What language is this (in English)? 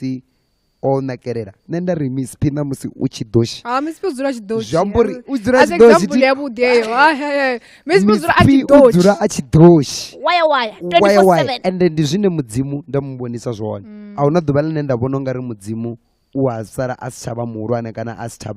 Venda